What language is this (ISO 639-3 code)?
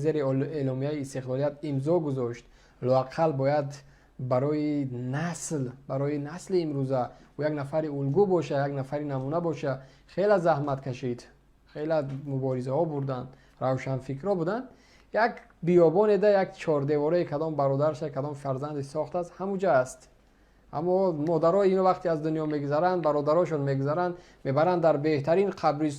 tgk